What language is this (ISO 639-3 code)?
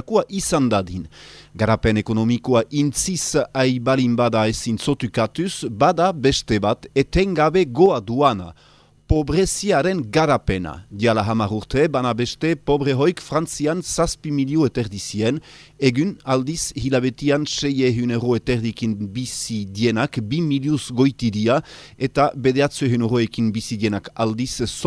eus